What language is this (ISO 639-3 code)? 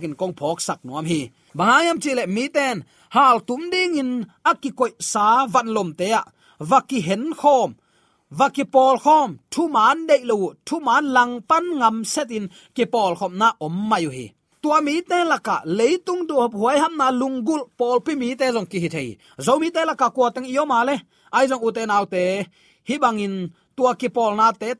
ctd